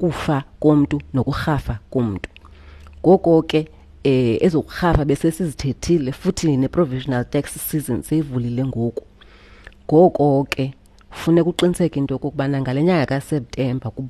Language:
Xhosa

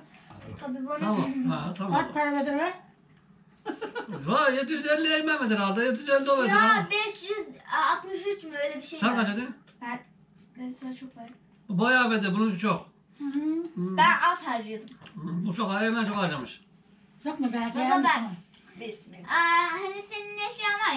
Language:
Turkish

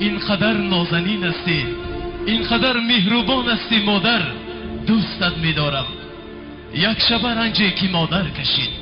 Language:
Tajik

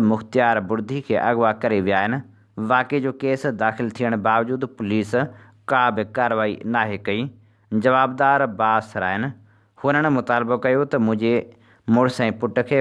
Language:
Sindhi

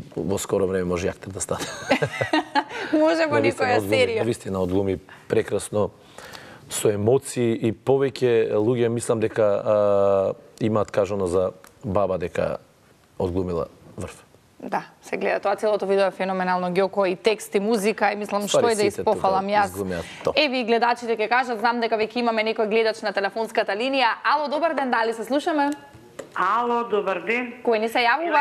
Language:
Macedonian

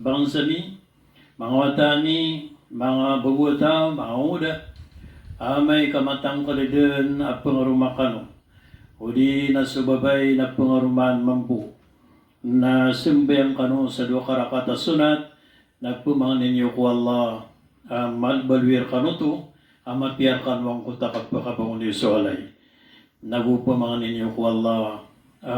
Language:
Maranao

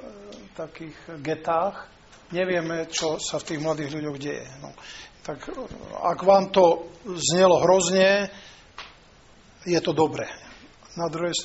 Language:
Slovak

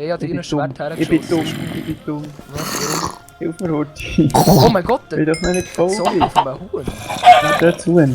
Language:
Swiss German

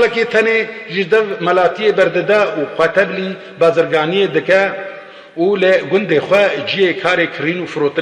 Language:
Kurdish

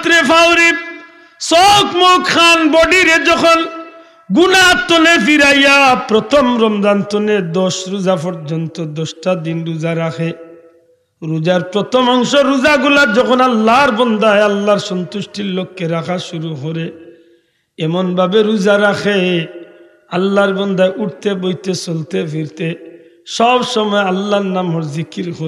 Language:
Sylheti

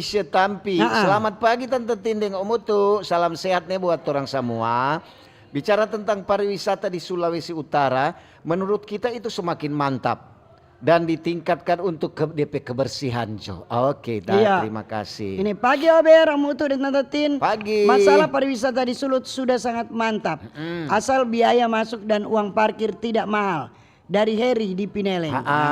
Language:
Manado Malay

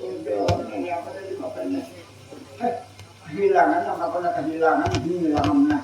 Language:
Banjar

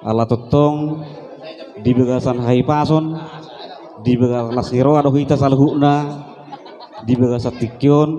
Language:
Batak Toba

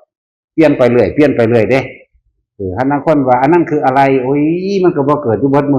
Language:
Northeastern Thai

